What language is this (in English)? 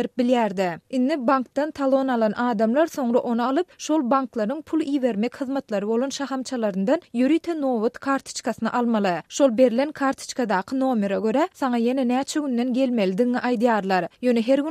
Turkmen